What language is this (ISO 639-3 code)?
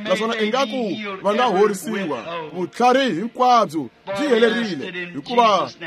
tso